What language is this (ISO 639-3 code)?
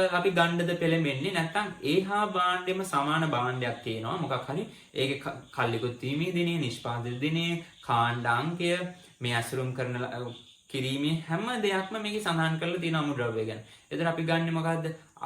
sin